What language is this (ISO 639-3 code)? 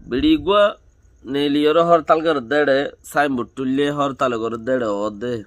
rhg